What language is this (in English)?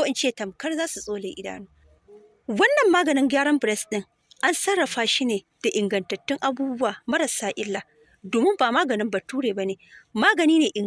Hausa